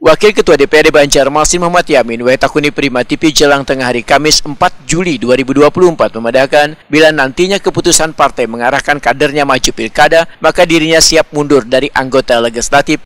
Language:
Banjar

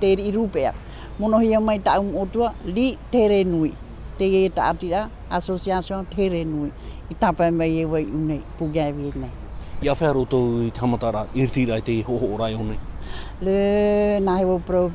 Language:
Tahitian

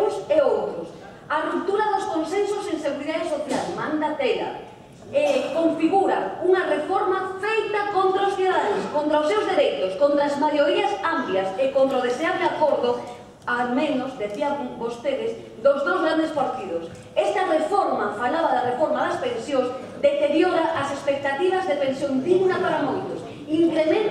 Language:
Galician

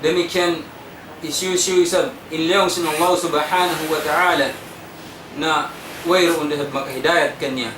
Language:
Tausug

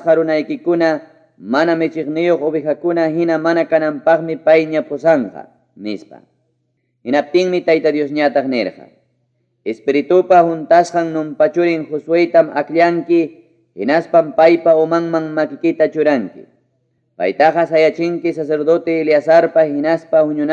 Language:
Ayacucho Quechua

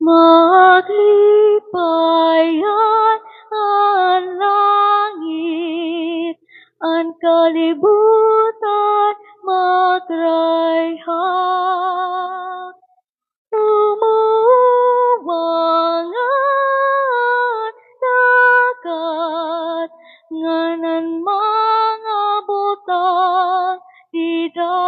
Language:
Waray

